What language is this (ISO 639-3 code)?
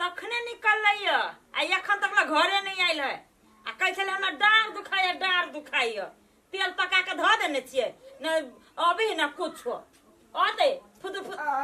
mai